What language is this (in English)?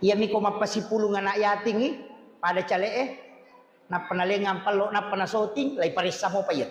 Buginese